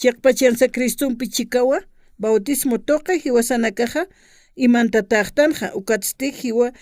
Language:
Aymara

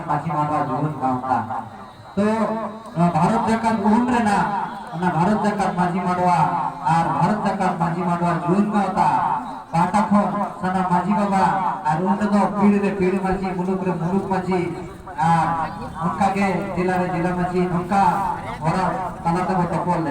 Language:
Santali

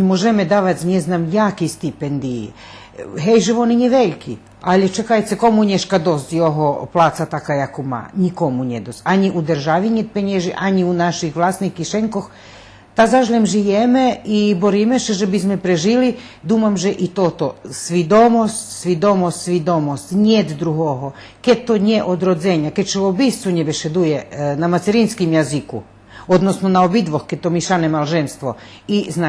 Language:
Rusyn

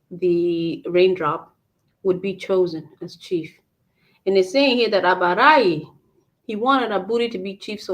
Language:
Acoli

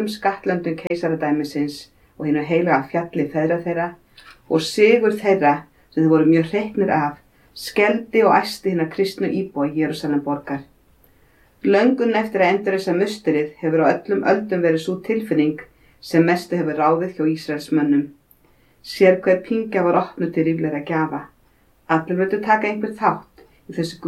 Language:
Icelandic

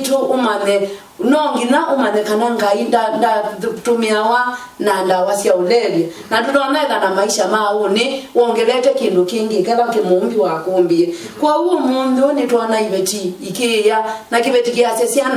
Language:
Kamba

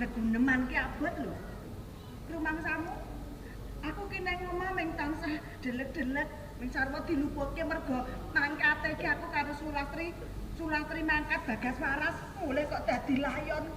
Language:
Javanese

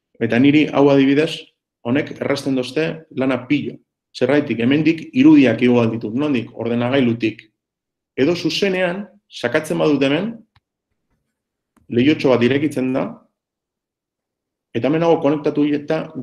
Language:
Basque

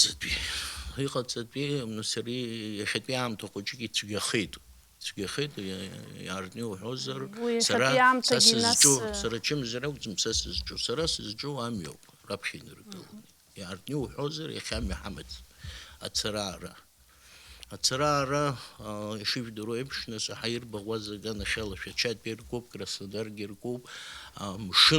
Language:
Abkhazian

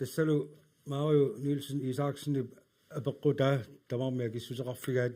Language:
Kalaallisut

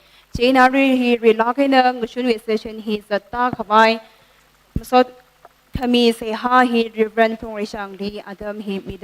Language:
Tangkhul Naga (India)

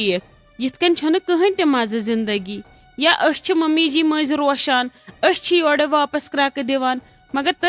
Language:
Kashmiri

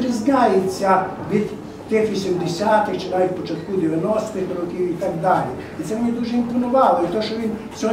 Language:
Ukrainian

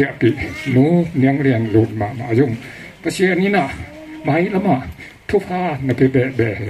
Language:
Tedim Chin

